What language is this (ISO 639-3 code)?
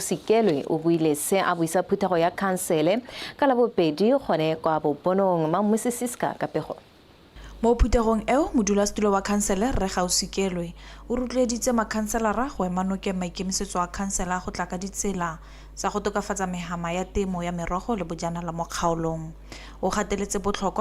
tsn